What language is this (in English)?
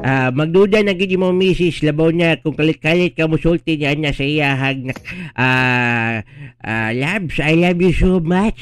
Cebuano